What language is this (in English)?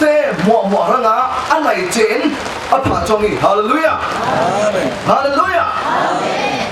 Falam Chin